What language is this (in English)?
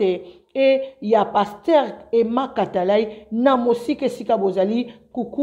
Lingala